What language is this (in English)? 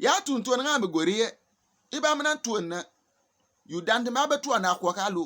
Bimoba